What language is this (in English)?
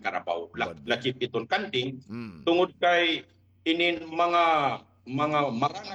Waray